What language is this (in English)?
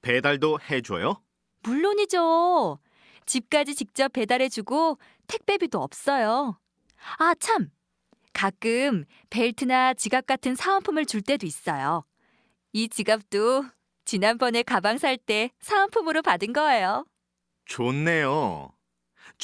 Korean